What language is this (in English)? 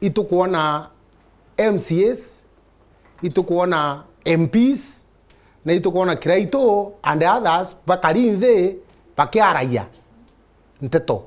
Meru